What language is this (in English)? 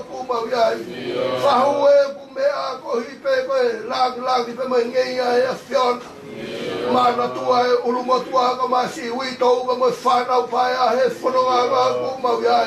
Tongan